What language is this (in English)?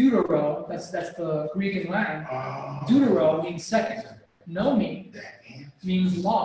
English